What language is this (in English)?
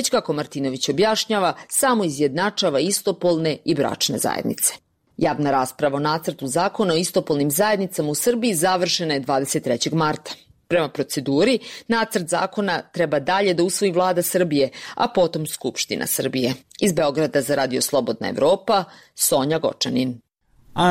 Serbian